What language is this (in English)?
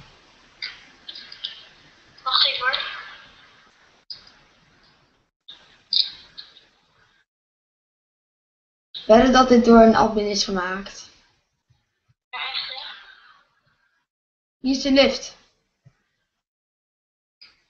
Dutch